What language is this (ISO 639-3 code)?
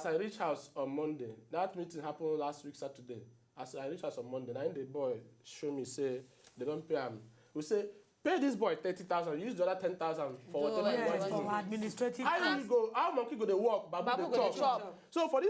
pcm